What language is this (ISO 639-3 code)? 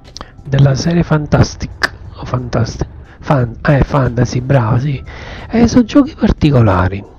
ita